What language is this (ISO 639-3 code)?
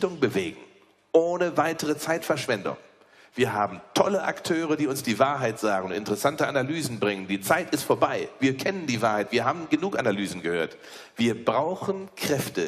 deu